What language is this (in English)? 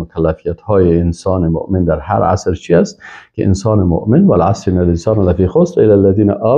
Persian